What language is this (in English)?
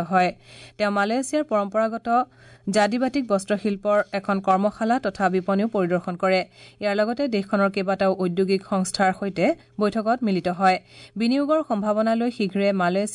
Assamese